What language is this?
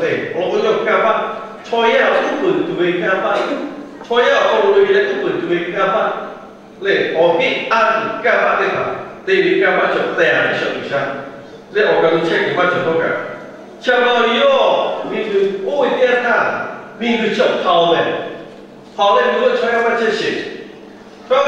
Lahu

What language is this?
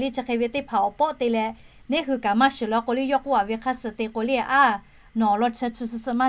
Lahu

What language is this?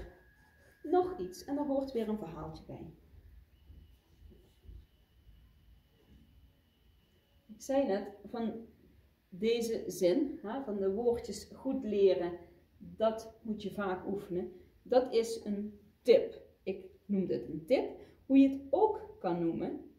Dutch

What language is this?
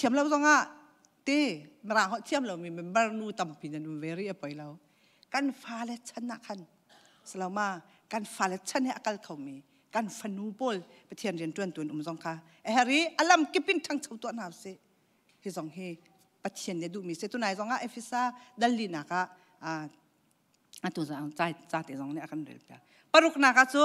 Hakha Chin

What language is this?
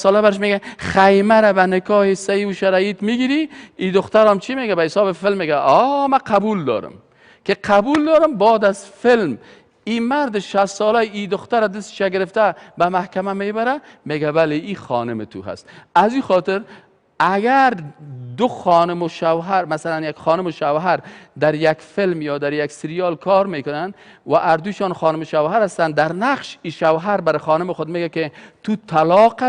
Persian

